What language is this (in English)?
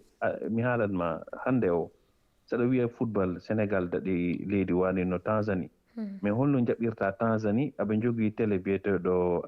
Fula